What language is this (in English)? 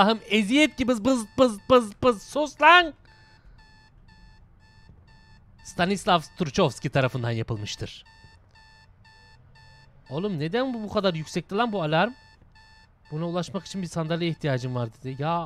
Turkish